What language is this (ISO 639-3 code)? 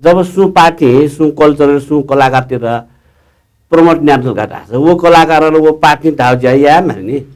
new